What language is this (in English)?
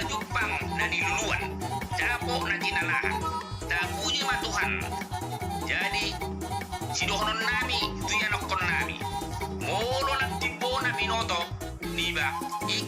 Batak Toba